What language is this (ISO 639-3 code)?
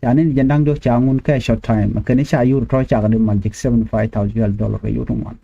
nus